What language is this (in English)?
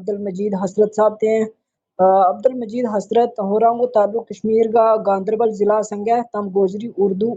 Gujari